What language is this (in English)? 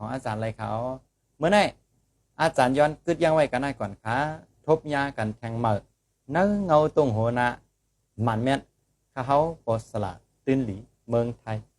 Shan